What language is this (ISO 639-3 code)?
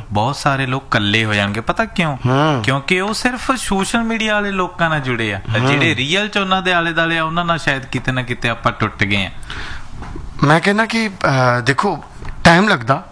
pan